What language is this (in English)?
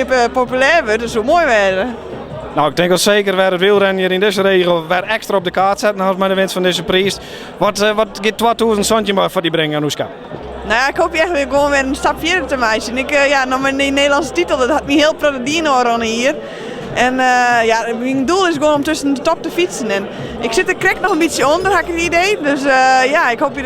Western Frisian